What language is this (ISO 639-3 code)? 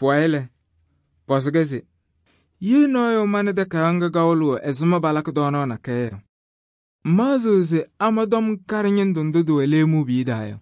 kbp